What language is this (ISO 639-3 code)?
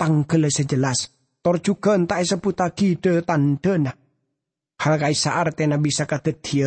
mad